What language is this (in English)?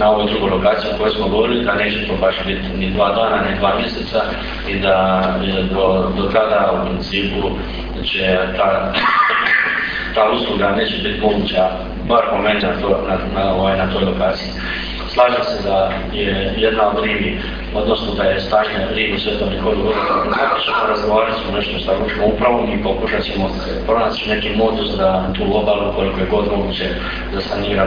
Croatian